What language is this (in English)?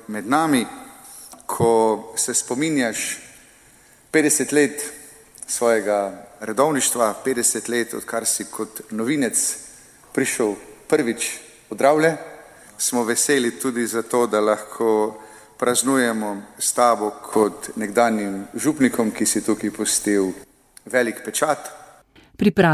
Slovenian